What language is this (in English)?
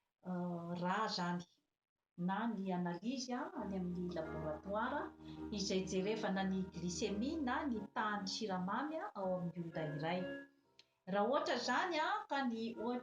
Malagasy